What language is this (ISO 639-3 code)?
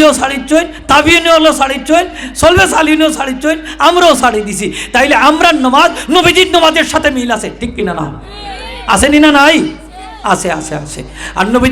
syl